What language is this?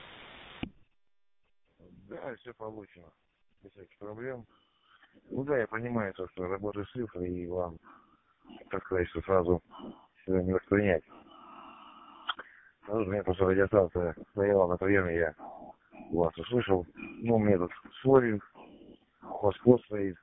Russian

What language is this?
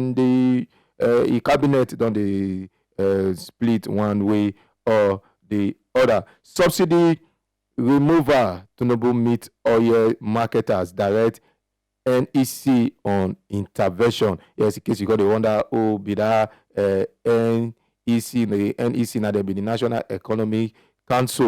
Nigerian Pidgin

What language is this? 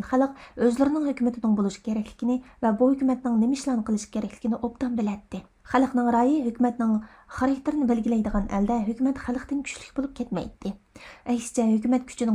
Uyghur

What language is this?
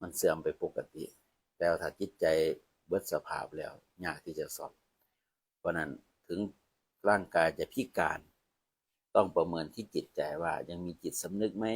Northeastern Thai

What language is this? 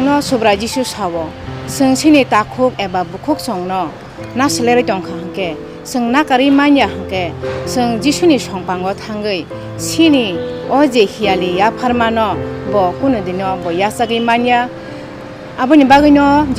Kok Borok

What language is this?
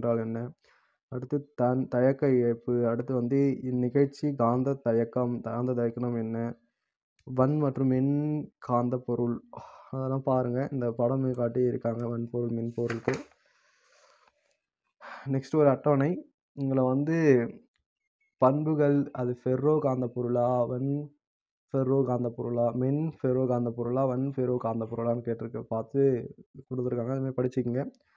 Tamil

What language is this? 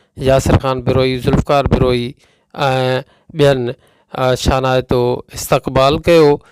Sindhi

